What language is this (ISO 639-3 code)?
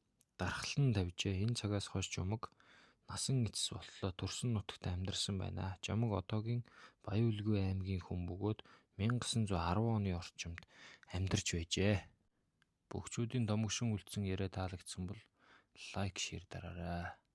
mon